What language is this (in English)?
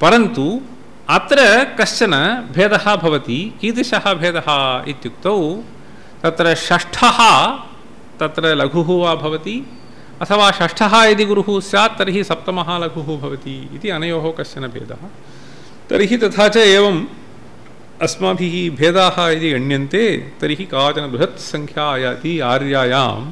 Sanskrit